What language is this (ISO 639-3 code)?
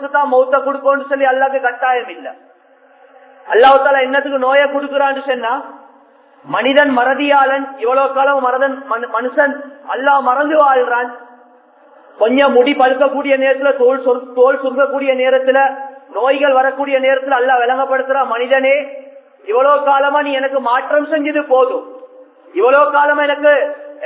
tam